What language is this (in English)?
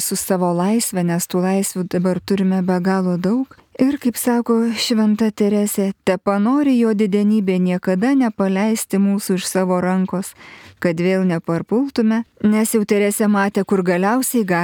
Lithuanian